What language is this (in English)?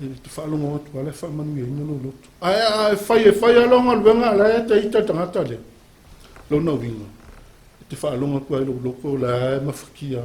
Samoan